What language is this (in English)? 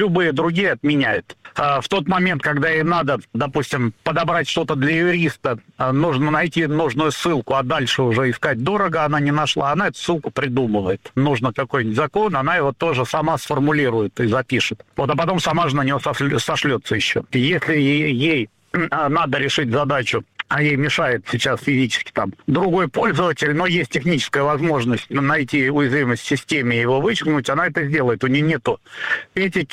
Russian